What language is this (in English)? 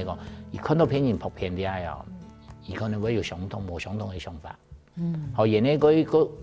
Hakka Chinese